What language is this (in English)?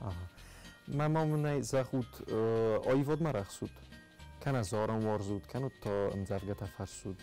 Ossetic